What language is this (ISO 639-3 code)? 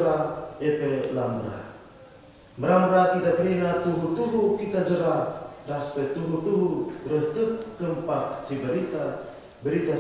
btx